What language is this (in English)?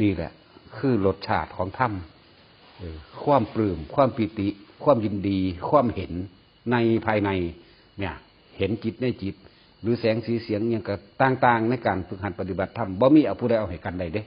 Northeastern Thai